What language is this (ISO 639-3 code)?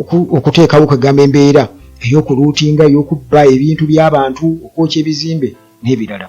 lug